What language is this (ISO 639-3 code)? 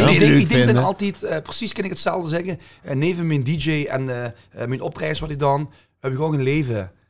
lim